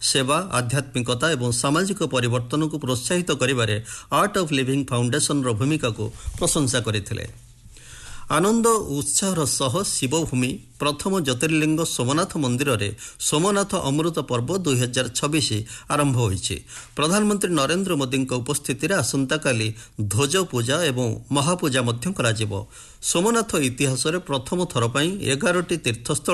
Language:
Odia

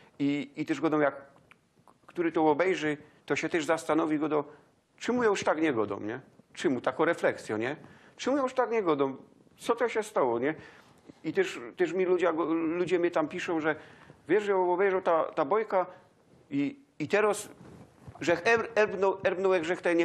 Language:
Silesian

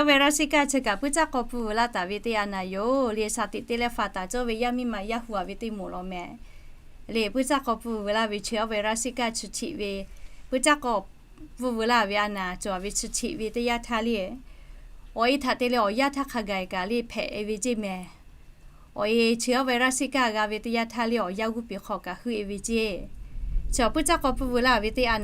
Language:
Lahu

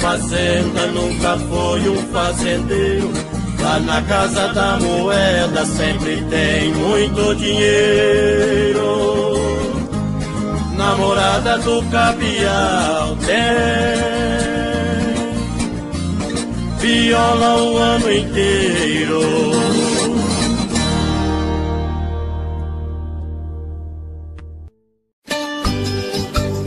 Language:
Portuguese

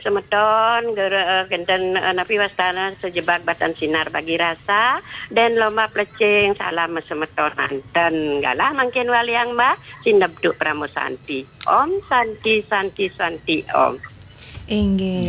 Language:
Balinese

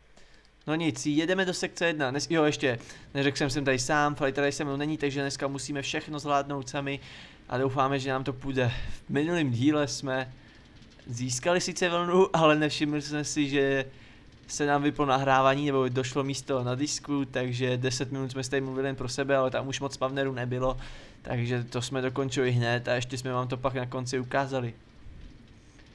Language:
Czech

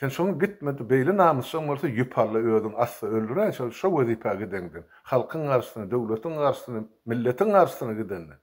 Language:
Turkmen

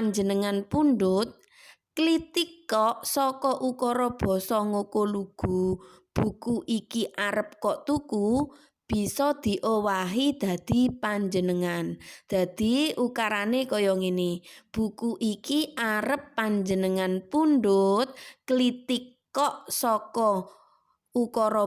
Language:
Javanese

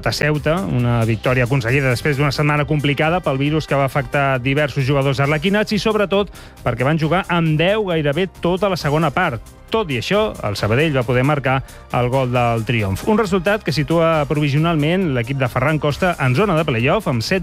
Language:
Catalan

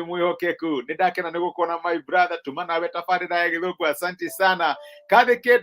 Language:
Kikuyu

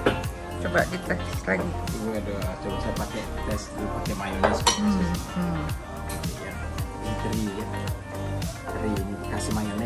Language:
Indonesian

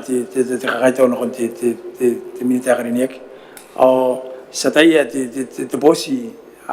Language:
Gilbertese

